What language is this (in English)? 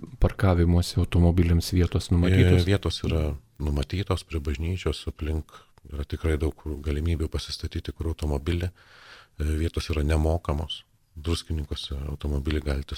Lithuanian